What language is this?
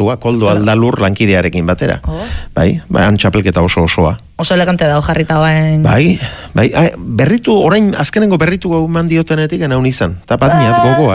Basque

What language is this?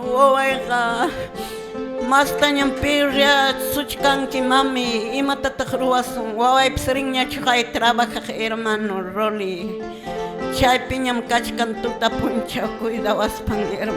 Quechua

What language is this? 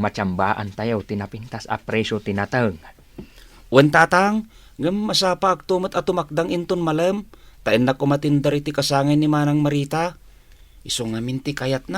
Iloko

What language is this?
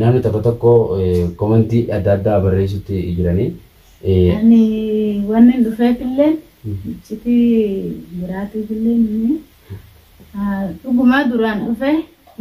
Oromo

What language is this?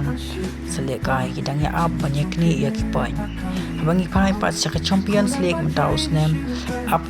Khasi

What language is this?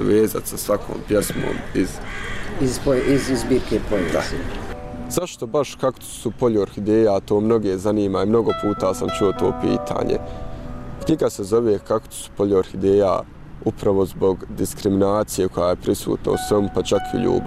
Bosnian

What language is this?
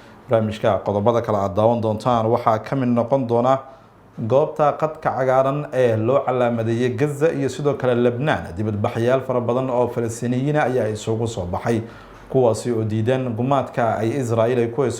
Somali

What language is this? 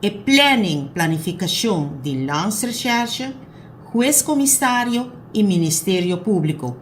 Papiamento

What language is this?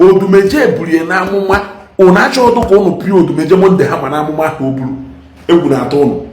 Igbo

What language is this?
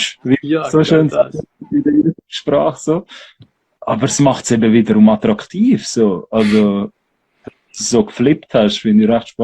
Swiss German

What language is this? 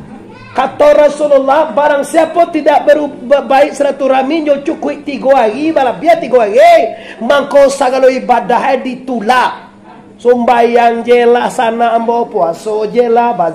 Minangkabau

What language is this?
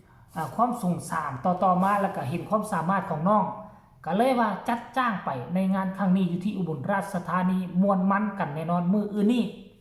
Northeastern Thai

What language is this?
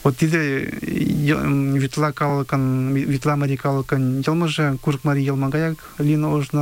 Mari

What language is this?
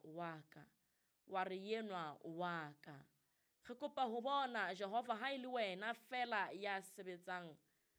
Southern Sotho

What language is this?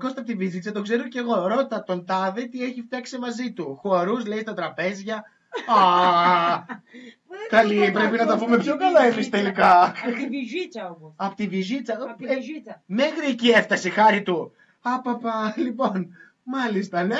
Greek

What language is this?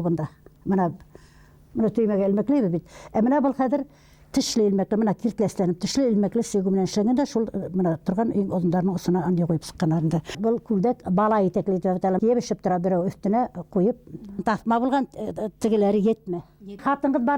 Bashkir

